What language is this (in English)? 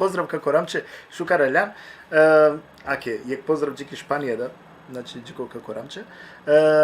Balkan Romani